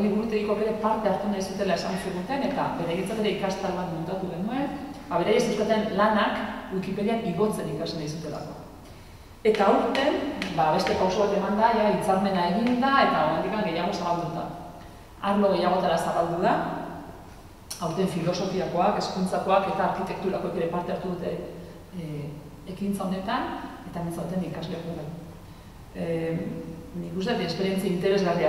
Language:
Basque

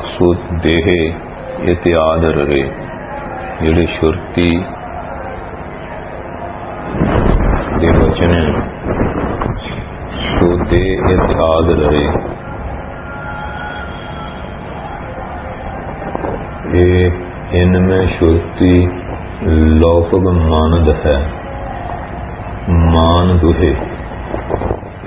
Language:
Punjabi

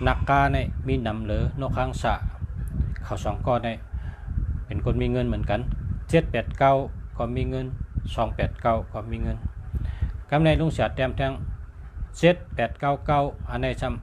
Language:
Shan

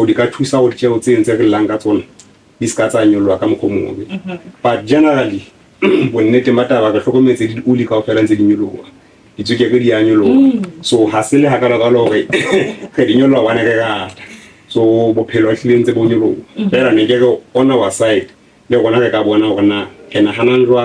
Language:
Southern Sotho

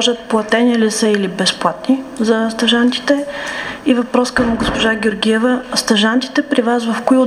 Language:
Bulgarian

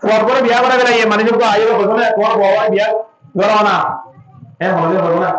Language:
Rohingya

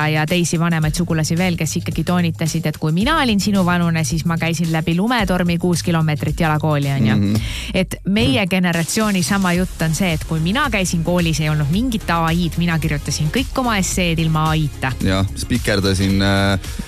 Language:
Estonian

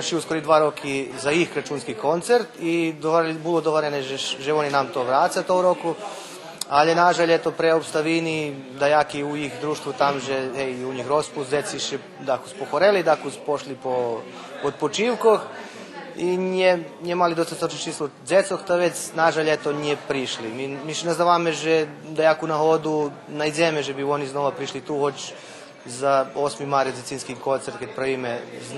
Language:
Rusyn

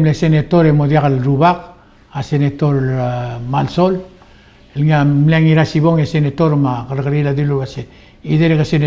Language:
Palauan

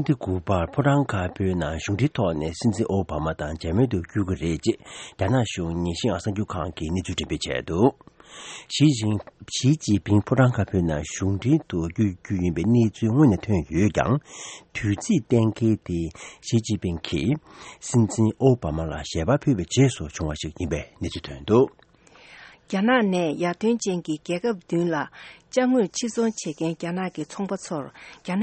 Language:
Tibetan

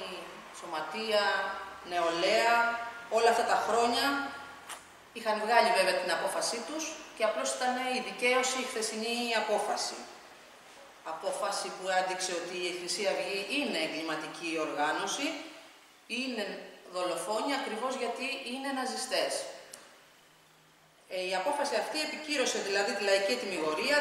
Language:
Greek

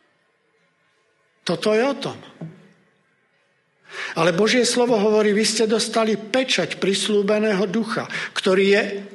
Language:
Slovak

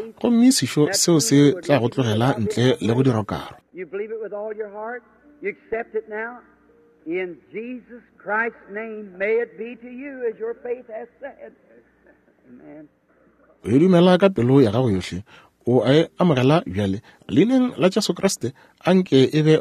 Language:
Northern Sotho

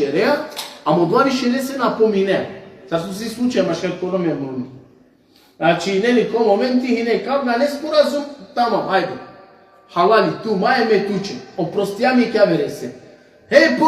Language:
Balkan Romani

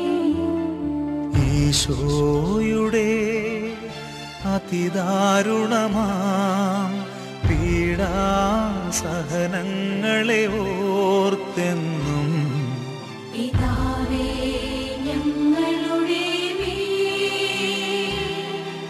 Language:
Malayalam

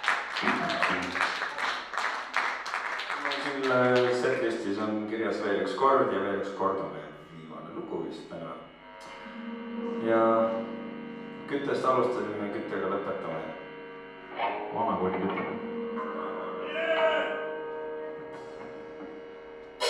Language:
Estonian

